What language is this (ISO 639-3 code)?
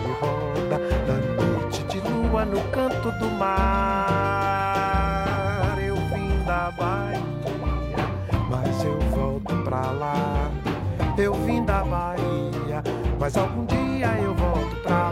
por